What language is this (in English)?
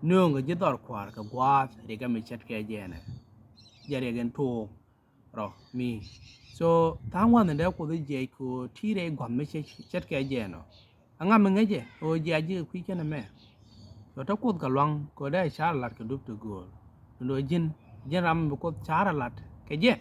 Nuer